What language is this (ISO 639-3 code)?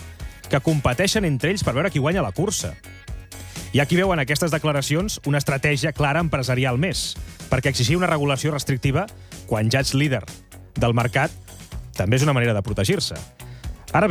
cat